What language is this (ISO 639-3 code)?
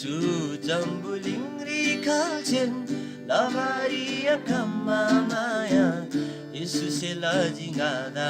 taj